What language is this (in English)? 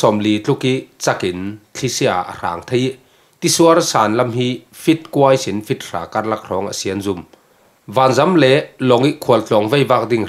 Falam Chin